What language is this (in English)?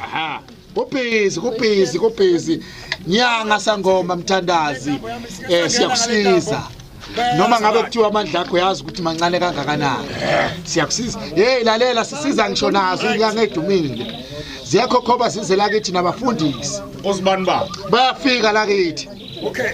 Zulu